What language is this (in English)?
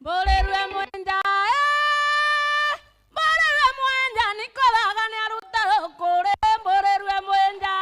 Meru